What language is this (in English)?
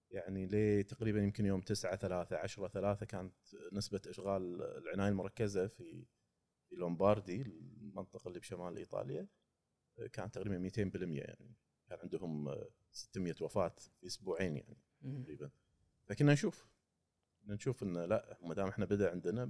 Gulf Arabic